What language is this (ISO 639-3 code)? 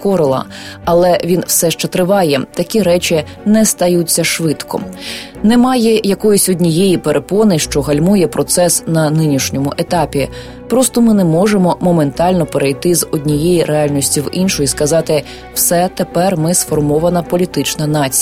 ukr